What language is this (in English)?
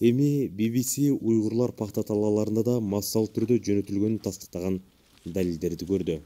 Kyrgyz